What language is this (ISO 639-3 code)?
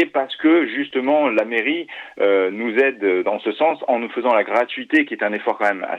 fra